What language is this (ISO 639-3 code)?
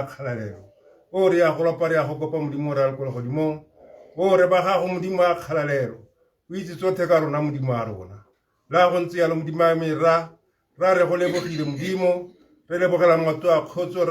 tsn